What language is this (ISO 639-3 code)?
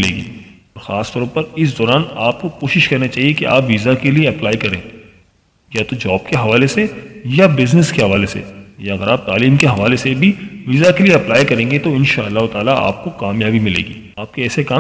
urd